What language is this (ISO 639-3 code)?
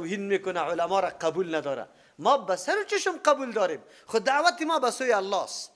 fas